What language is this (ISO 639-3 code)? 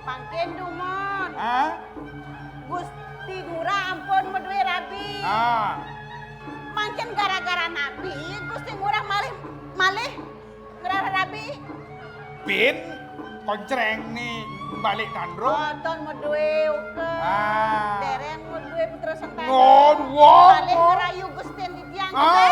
ban